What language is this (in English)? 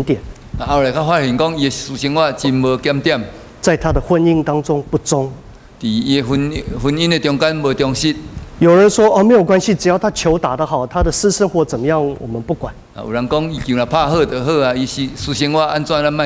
Min Nan Chinese